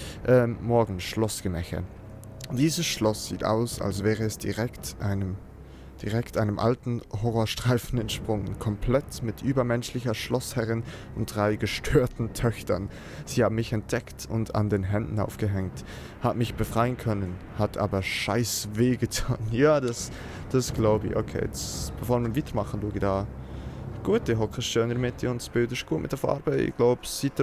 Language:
Swiss German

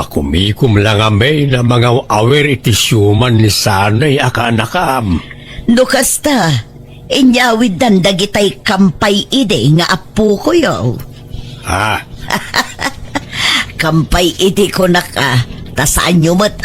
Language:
Iloko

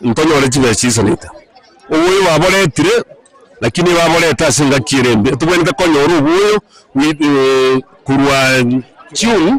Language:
Gusii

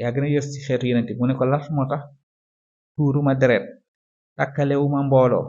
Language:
Wolof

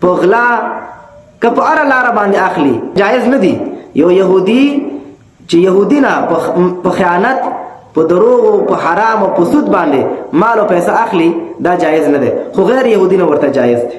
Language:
Pashto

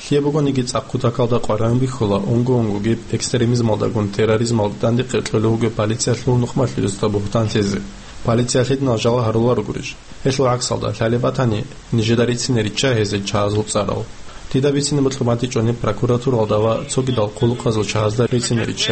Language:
Avaric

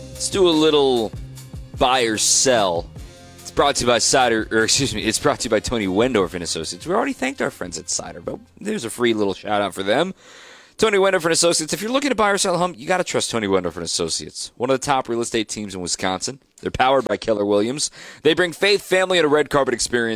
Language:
English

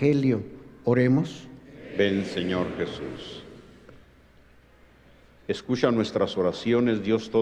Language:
Spanish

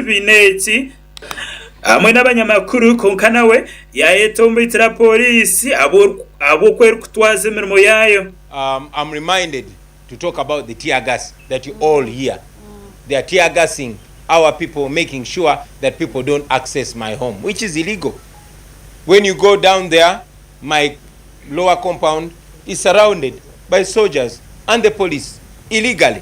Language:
Nyankole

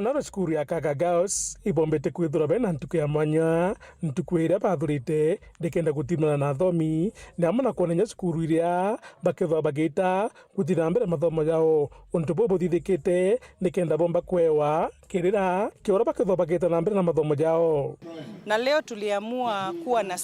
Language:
Meru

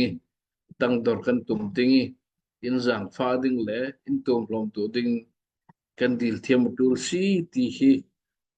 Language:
Falam Chin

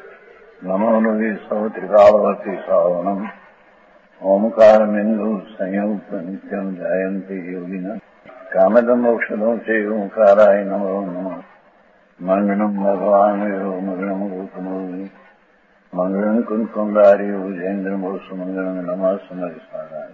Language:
Gujarati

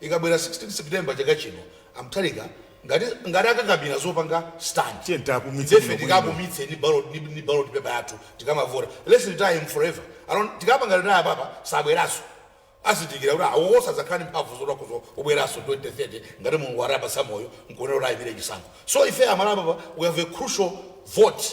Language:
Nyanja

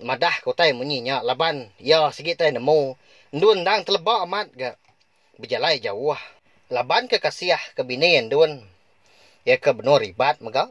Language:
Iban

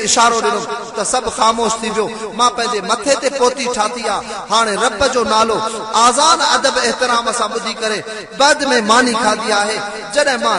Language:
Sindhi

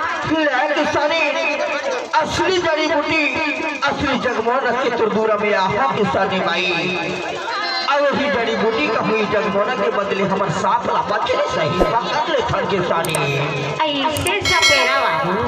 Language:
Chhattisgarhi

